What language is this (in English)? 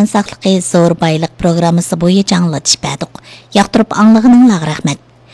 Uyghur